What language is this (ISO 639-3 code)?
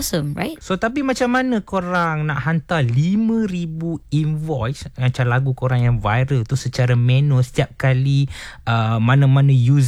msa